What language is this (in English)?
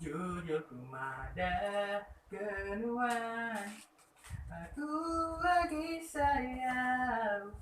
Iban